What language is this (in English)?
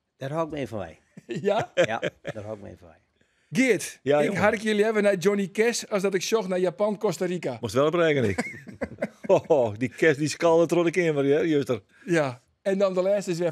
Western Frisian